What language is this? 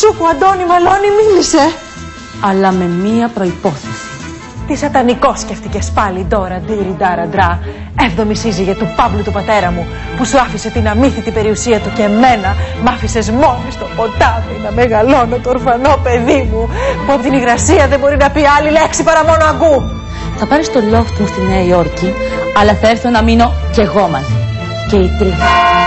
Greek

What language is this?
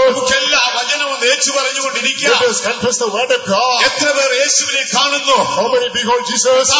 Malayalam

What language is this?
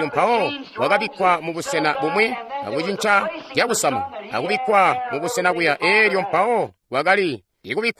Tonga (Zambia)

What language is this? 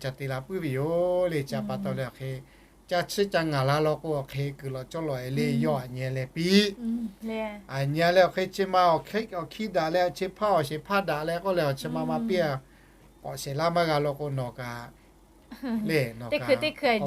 Lahu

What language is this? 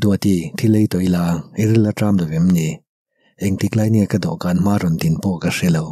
Mizo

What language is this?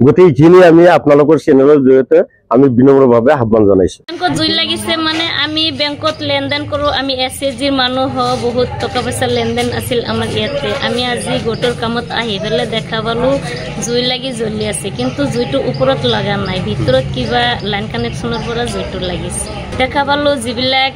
Assamese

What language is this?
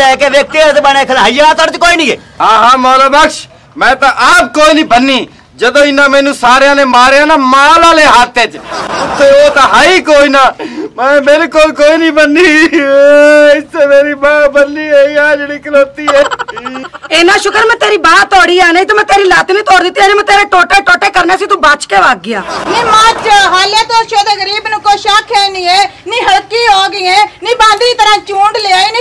Punjabi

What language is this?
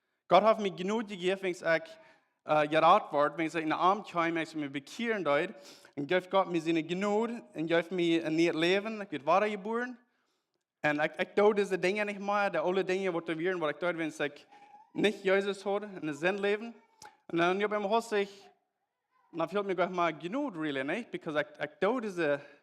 Plautdietsch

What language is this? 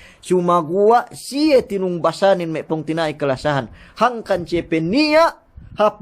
Yakan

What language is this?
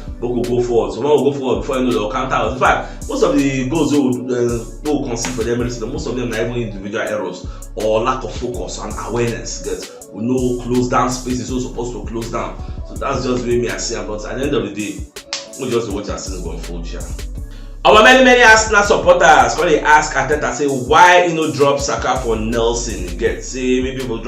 Nigerian Pidgin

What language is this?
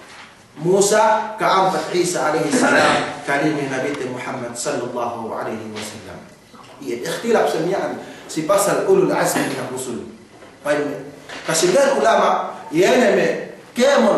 Yakan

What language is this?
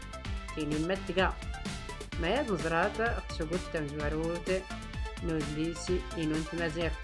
Tachelhit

